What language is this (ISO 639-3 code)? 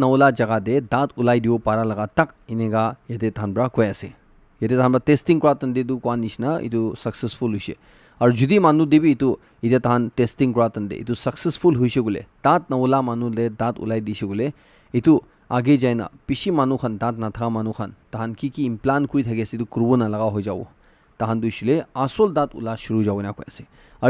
nag